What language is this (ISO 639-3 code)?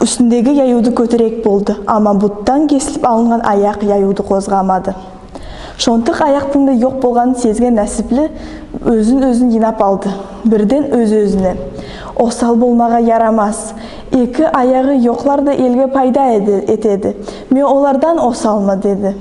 nog